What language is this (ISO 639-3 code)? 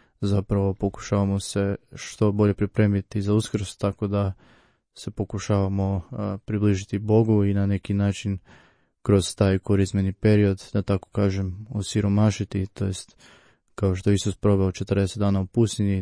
hrv